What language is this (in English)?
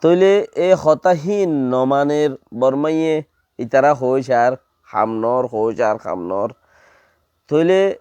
Rohingya